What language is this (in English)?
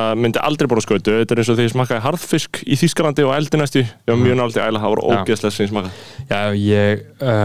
Icelandic